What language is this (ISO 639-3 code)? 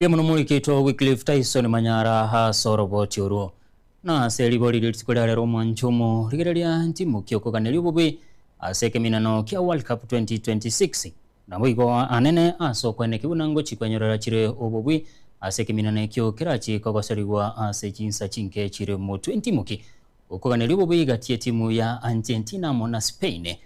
guz